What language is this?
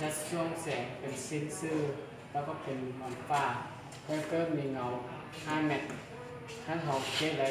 Lao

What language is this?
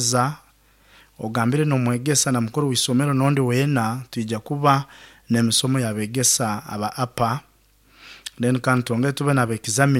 Nyoro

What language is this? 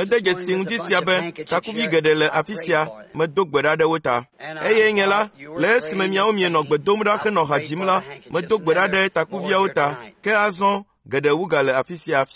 Ewe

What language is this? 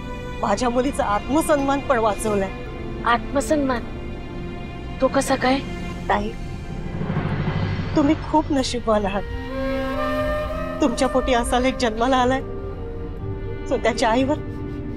Marathi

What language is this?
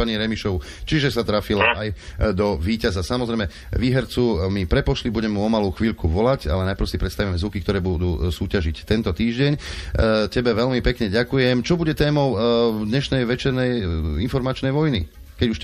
Slovak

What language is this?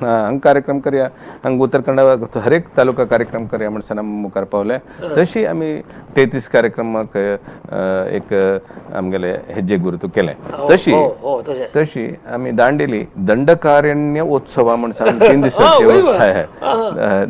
Konkani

